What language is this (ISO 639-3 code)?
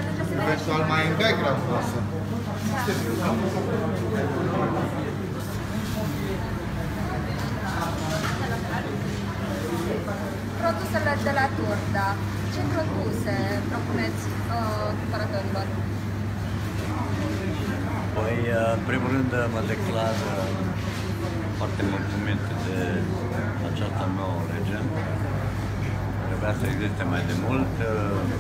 ron